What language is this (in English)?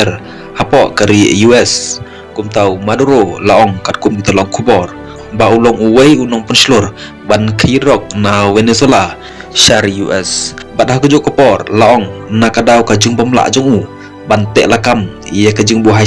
Khasi